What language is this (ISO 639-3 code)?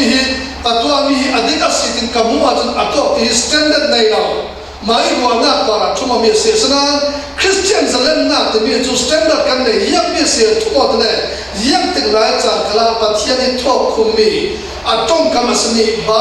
cfm